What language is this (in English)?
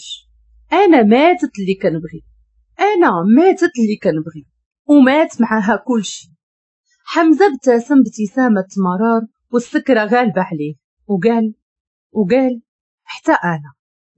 Moroccan Arabic